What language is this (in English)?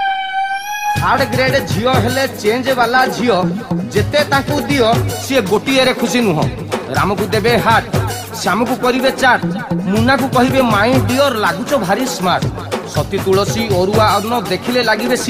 Odia